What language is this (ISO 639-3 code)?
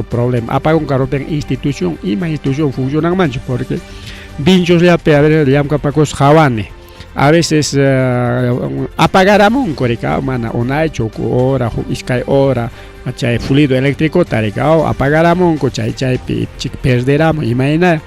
quy